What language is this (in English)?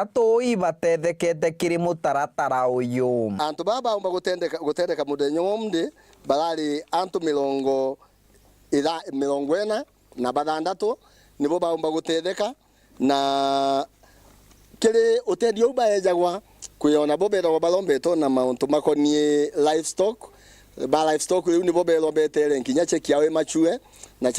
Meru